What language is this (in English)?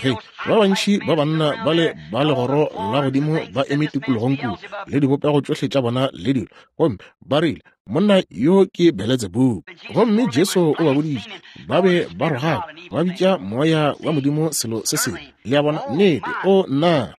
Northern Sotho